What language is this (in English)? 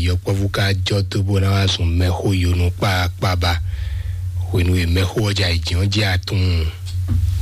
Fon